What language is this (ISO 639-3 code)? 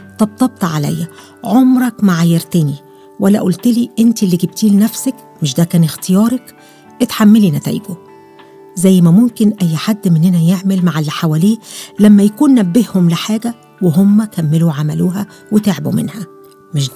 arz